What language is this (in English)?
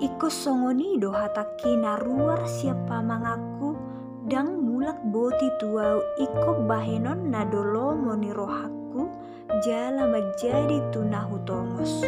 Batak Toba